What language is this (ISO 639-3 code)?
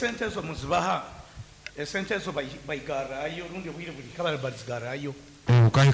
nyn